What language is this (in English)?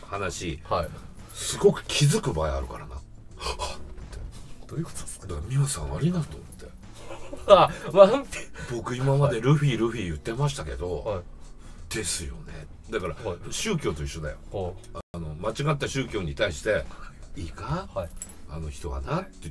Japanese